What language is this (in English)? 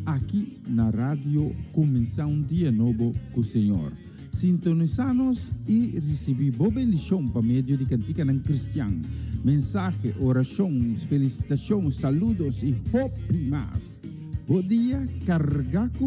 Papiamento